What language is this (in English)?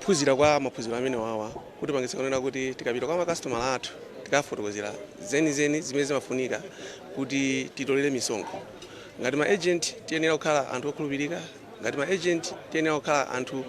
Nyanja